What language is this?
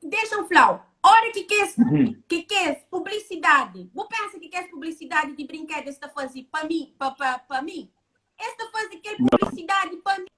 Kabuverdianu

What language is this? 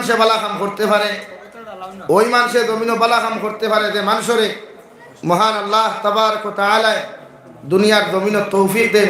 Sylheti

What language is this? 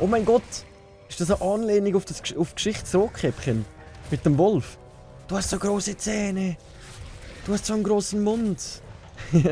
Swiss German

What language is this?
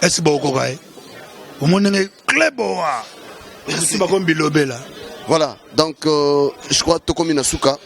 Lingala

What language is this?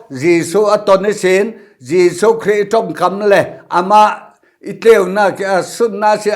Falam Chin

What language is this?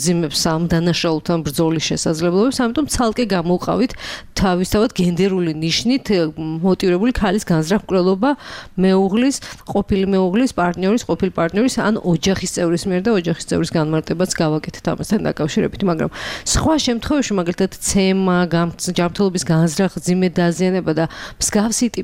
Georgian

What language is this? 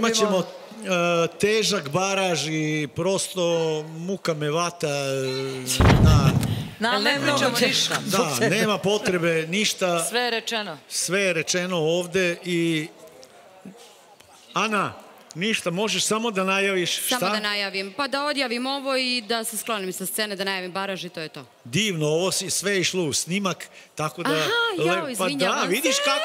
Serbian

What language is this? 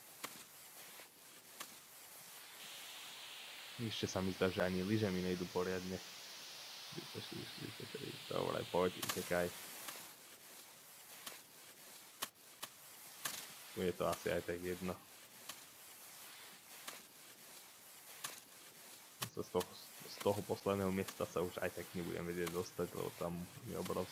Slovak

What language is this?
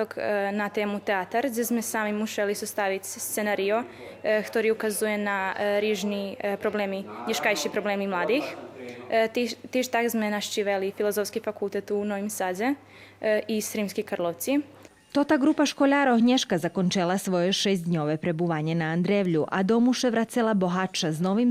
Rusyn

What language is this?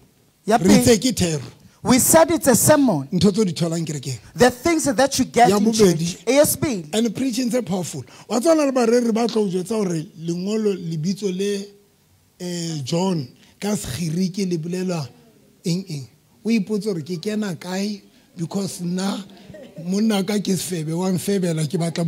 Southern Sotho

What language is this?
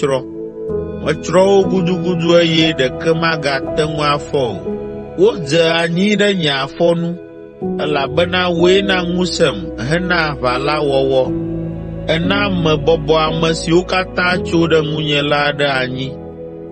Ewe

